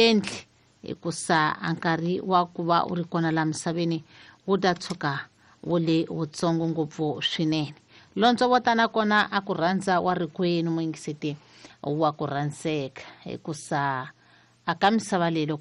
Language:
Tsonga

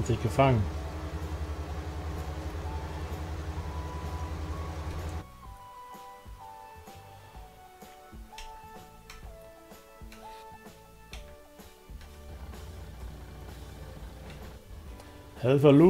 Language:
German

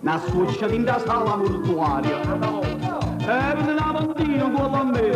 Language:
Neapolitan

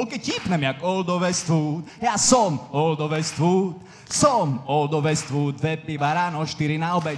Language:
Slovak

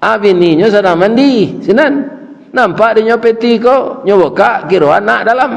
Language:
Minangkabau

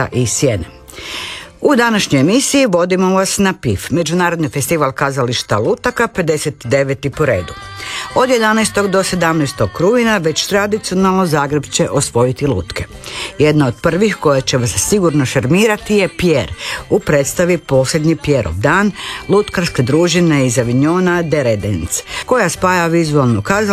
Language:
Croatian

